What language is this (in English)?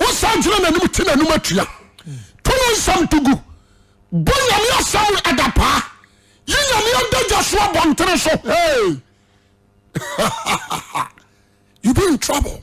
Akan